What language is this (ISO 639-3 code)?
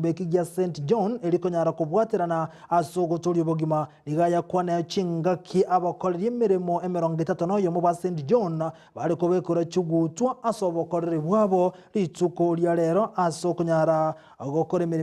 guz